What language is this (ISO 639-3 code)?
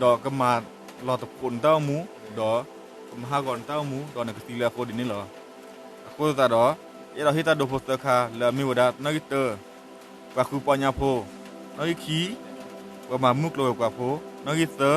ksw